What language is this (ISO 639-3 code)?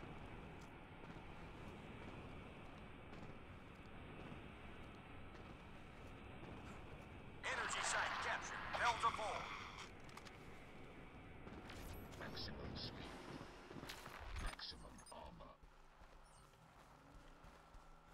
eng